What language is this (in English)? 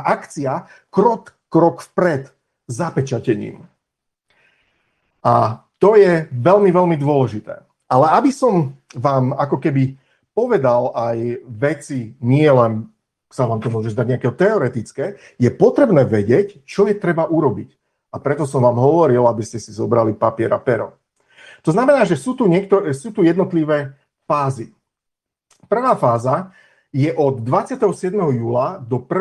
Slovak